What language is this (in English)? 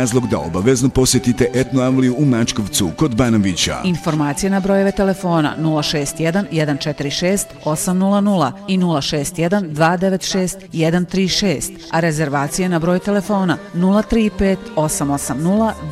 Bosnian